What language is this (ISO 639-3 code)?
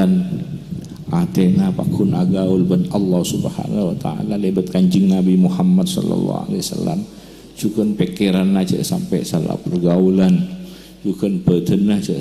mad